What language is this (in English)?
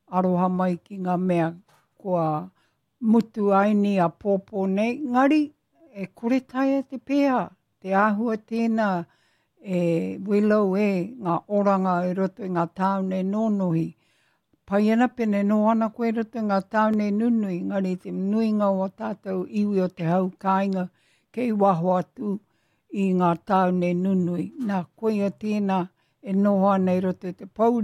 Māori